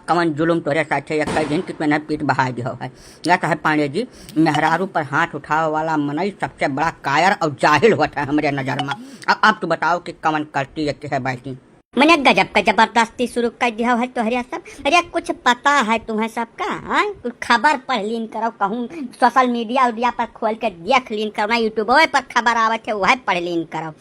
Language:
Awadhi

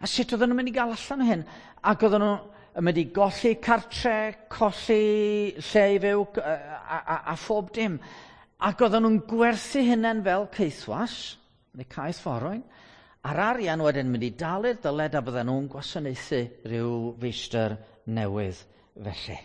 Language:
Welsh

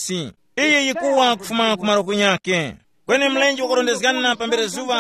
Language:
Tumbuka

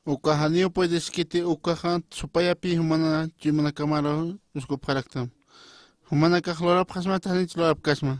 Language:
Aymara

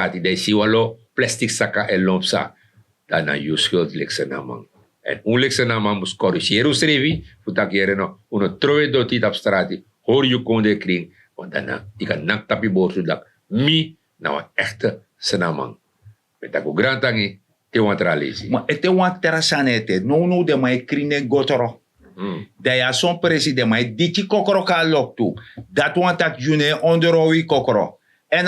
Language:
Sranan Tongo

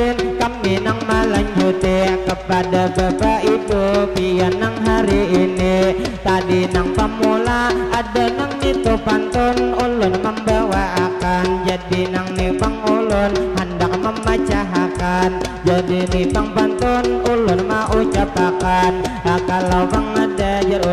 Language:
Banjar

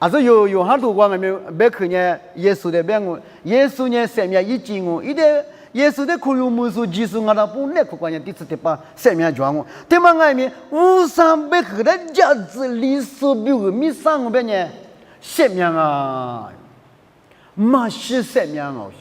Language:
Lisu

